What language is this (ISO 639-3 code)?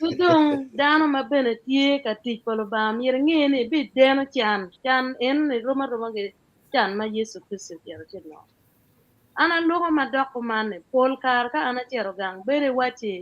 ach